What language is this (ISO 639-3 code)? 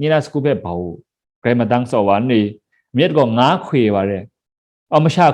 kac